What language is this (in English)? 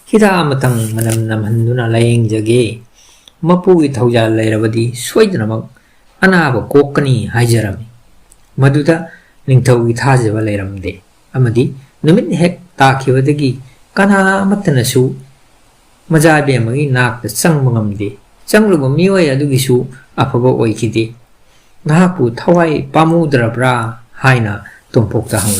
Manipuri